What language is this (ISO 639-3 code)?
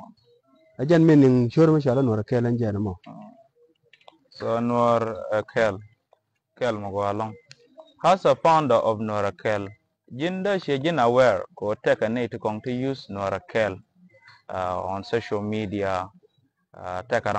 nus